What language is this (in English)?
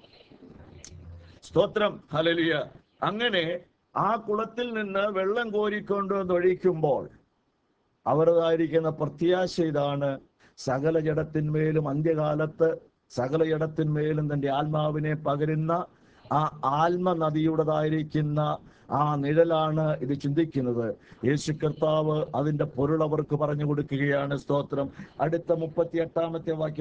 Malayalam